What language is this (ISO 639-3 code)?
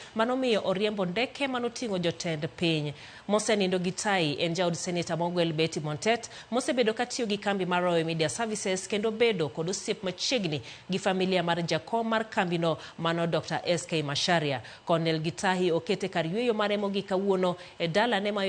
luo